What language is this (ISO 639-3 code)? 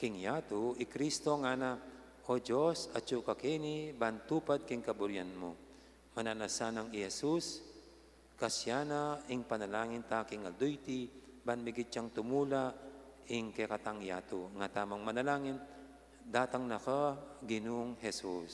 pam